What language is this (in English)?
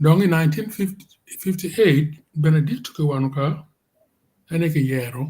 Acoli